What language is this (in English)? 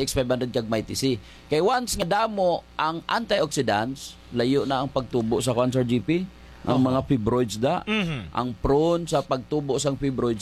Hiligaynon